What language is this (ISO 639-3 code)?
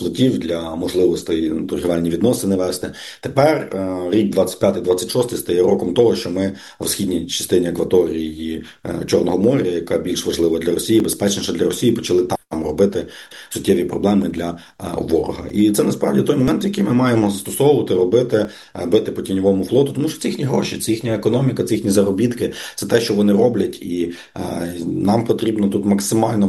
ukr